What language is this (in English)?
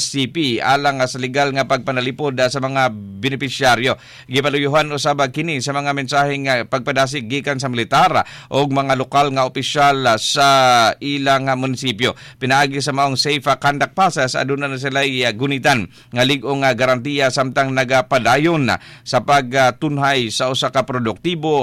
Cebuano